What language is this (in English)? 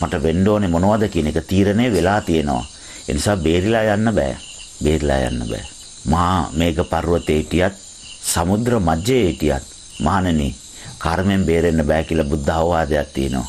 Sinhala